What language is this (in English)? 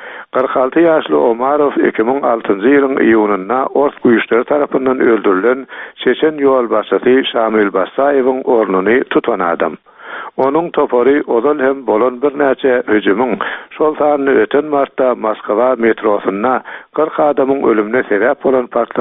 Turkmen